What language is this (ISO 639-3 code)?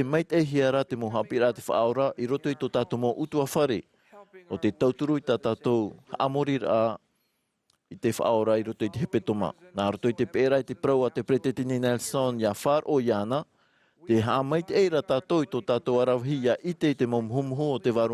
tah